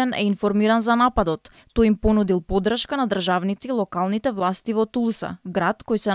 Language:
Macedonian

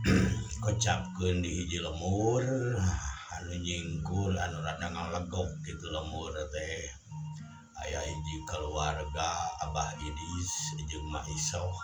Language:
Sundanese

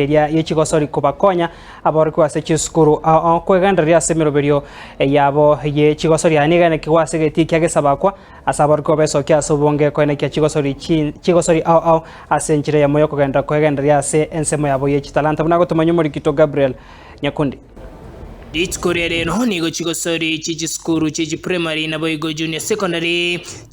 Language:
Gusii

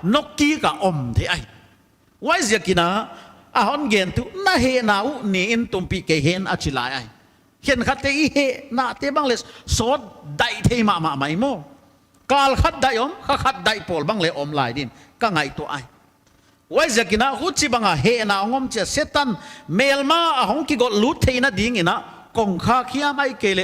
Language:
Paite Chin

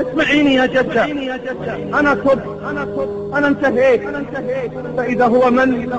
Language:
Egyptian Arabic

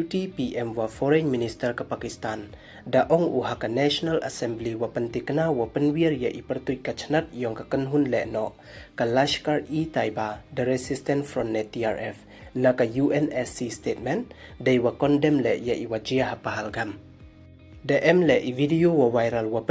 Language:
Pnar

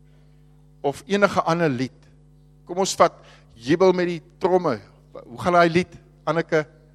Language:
Afrikaans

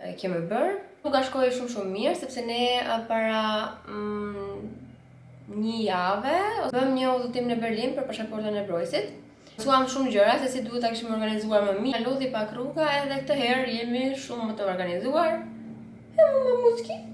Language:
Albanian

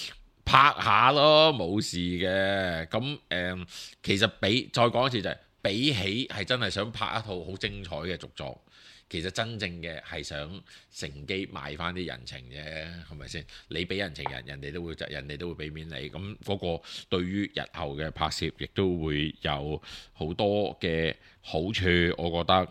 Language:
Cantonese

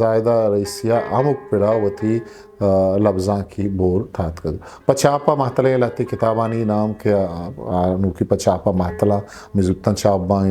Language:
Eastern Balochi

